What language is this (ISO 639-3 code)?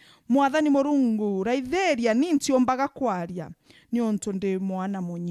mer